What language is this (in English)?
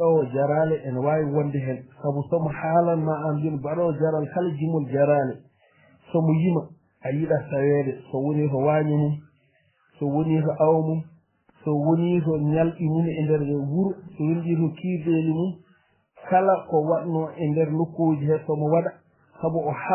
Fula